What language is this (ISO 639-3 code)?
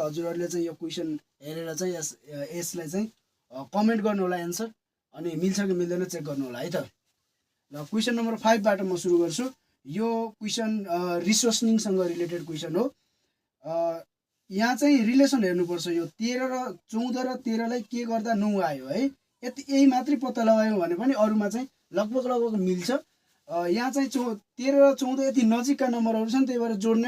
nep